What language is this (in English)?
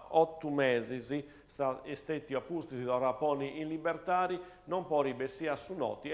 Sardinian